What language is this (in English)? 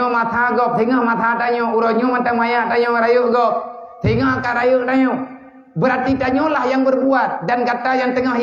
Achinese